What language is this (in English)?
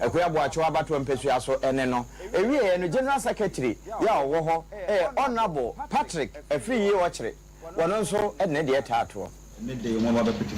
Akan